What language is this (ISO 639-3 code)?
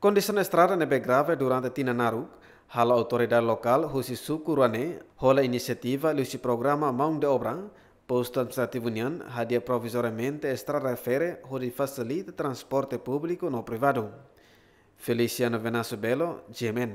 tet